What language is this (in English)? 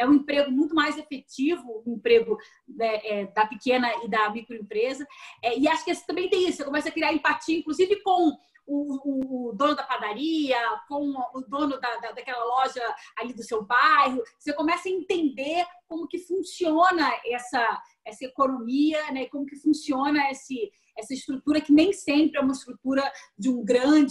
Portuguese